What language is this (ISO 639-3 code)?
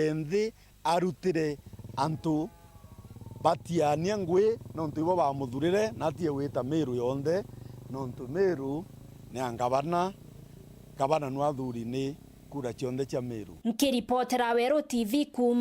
mer